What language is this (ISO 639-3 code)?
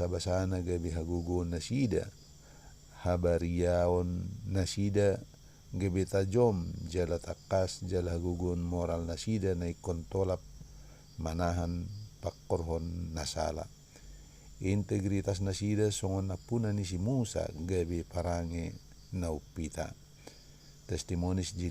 bbc